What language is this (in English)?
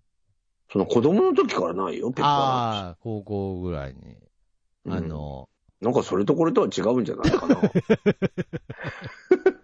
Japanese